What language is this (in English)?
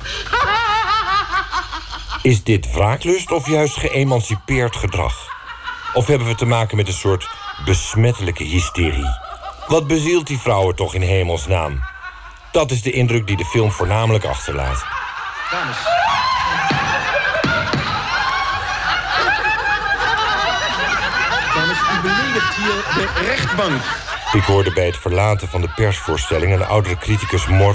Dutch